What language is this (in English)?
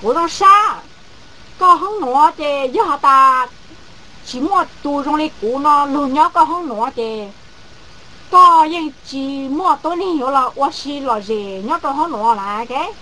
Hmong